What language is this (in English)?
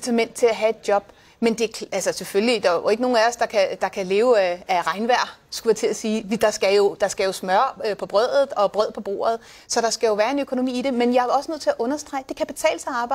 Danish